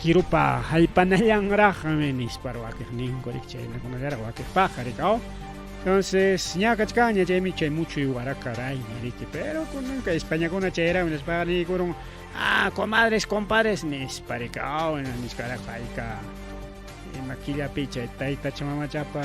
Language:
Ayacucho Quechua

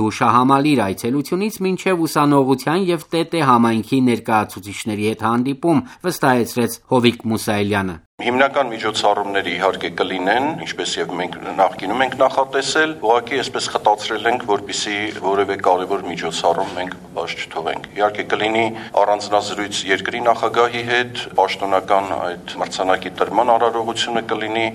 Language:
Armenian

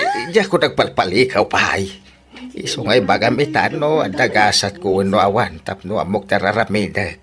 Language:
Iloko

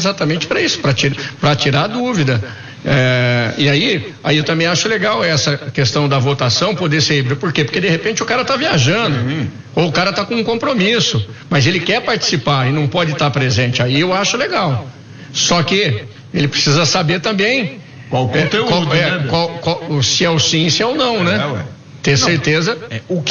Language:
Portuguese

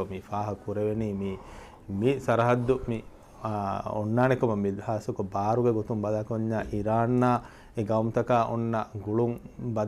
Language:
Divehi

